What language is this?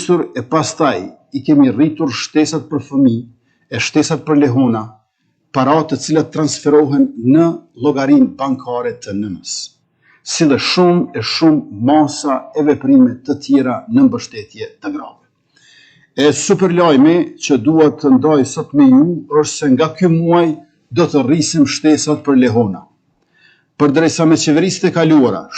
Albanian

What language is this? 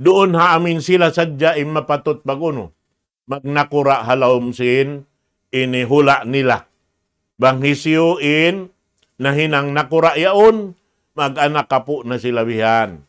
Tausug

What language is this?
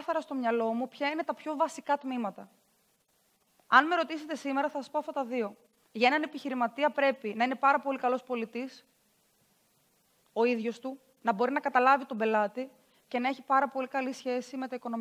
Greek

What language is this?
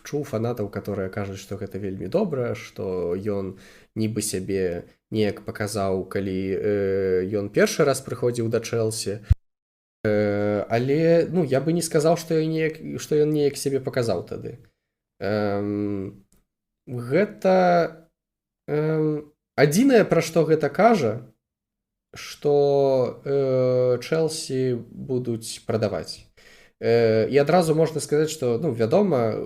Belarusian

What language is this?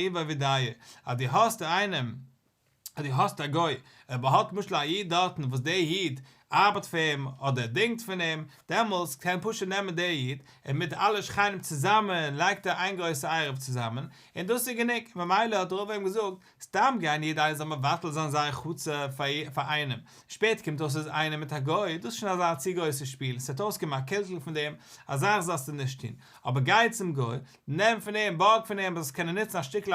Yiddish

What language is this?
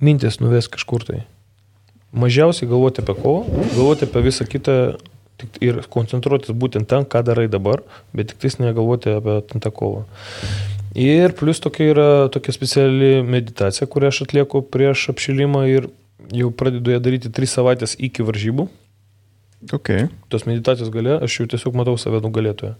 Lithuanian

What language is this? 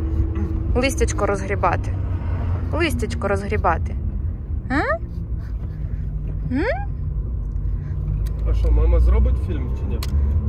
Ukrainian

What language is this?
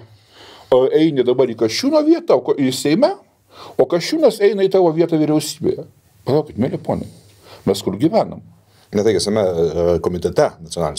Lithuanian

